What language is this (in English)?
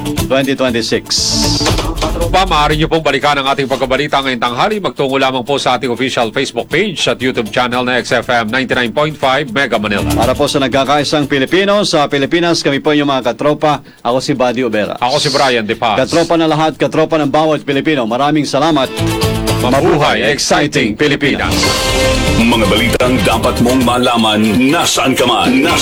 Filipino